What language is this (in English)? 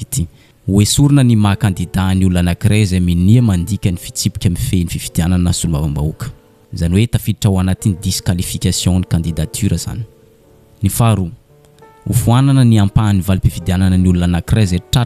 Malagasy